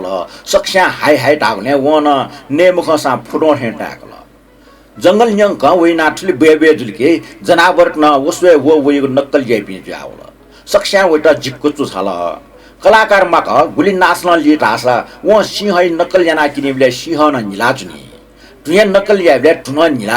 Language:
Newari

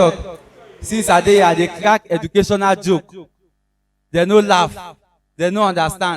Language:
Nigerian Pidgin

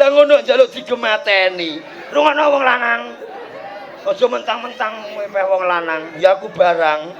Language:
Javanese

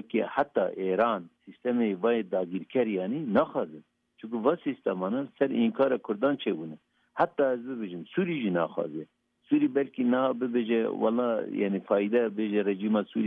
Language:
Kurdish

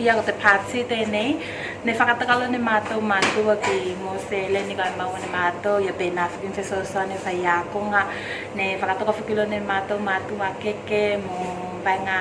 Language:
Tuvalu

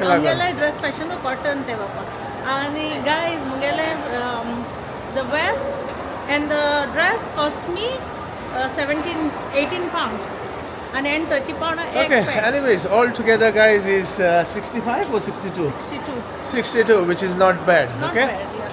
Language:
Konkani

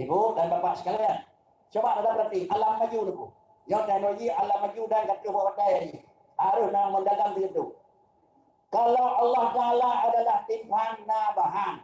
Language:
Achinese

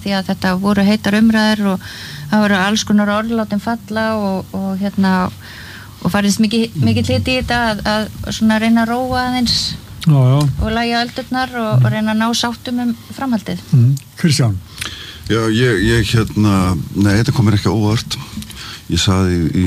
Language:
Icelandic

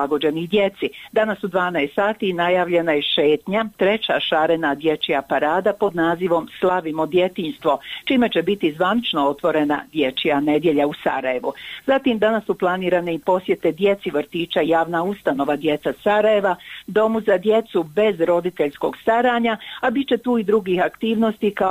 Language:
Bosnian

